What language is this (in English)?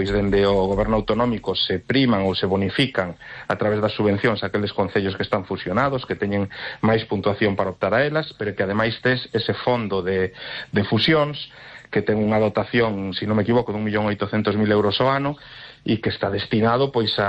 Galician